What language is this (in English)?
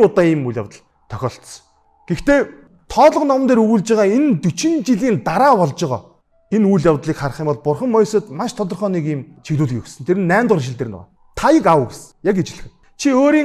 Mongolian